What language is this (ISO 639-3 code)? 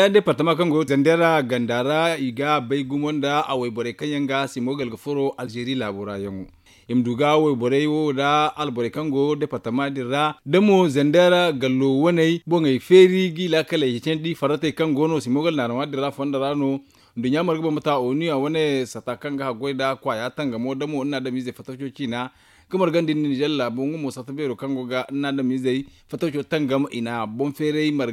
dje